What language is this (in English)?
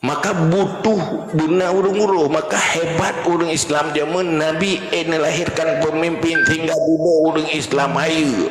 Achinese